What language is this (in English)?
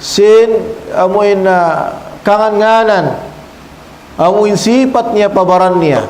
Tausug